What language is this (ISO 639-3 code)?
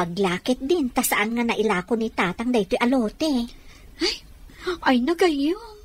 ilo